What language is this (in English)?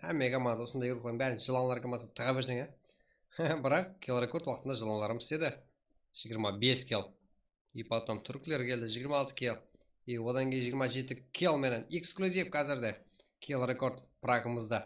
Kara-Kalpak